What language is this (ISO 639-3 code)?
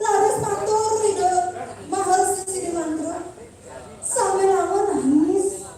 ban